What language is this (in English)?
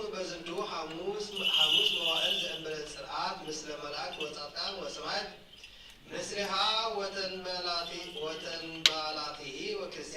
Geez